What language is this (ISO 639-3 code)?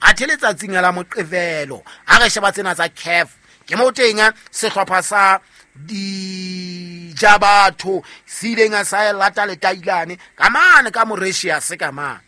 sot